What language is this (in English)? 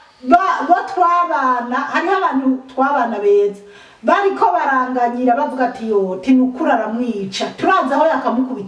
Rundi